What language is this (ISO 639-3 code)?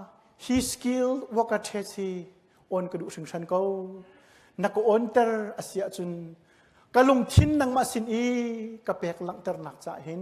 cnh